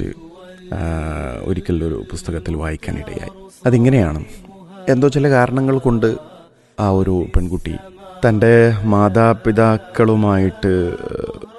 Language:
Malayalam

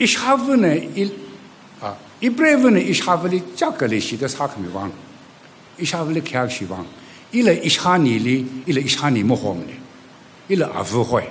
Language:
Tangkhul Naga (India)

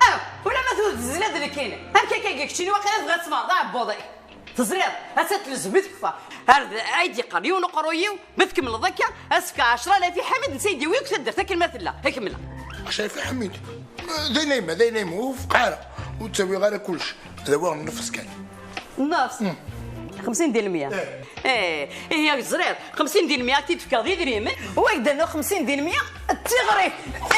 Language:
Kabyle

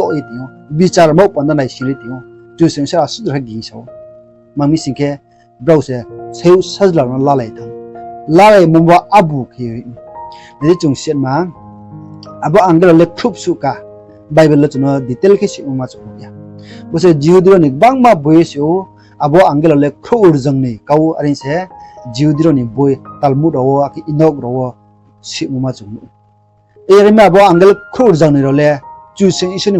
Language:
Riang (India)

